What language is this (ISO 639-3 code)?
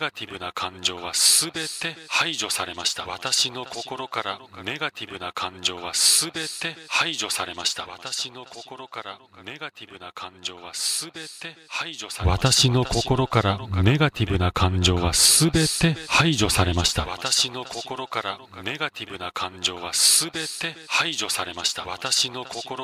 jpn